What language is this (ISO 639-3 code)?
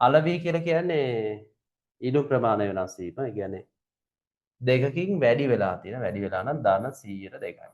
sin